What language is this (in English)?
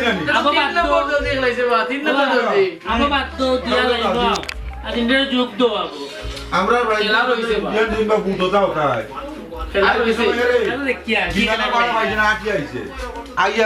Sylheti